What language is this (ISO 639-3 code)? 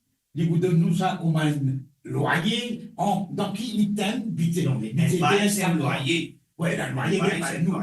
mfe